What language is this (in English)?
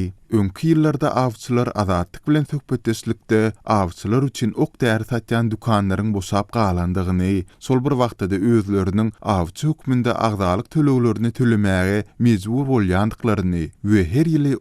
Turkmen